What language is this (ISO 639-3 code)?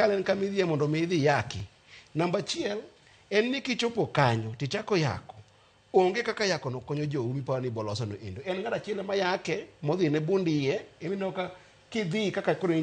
luo